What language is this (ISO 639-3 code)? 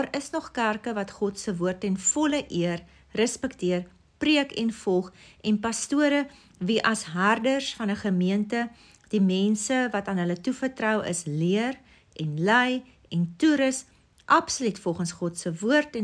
afr